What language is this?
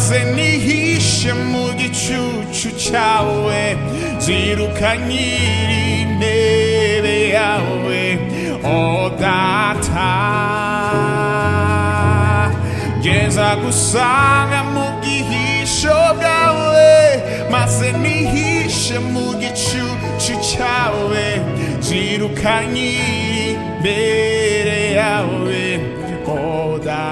Kinyarwanda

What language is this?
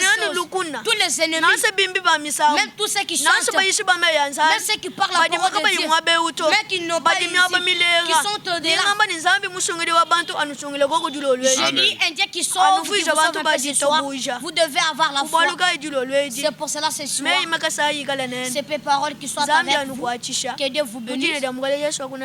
Luba-Lulua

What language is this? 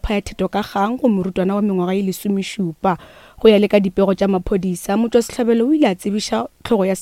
Northern Sotho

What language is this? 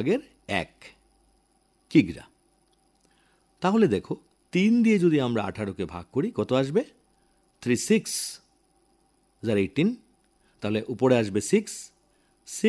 Bangla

